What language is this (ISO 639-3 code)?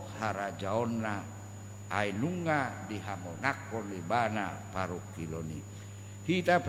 bbc